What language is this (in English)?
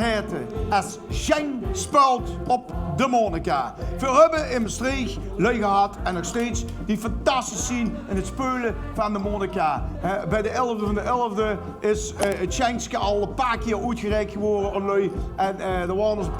Limburgish